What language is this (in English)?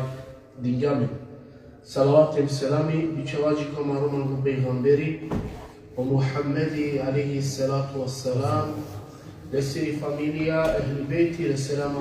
Balkan Romani